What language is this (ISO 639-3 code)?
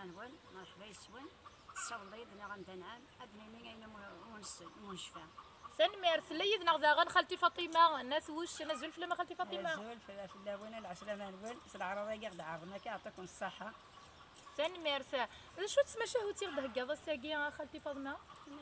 kab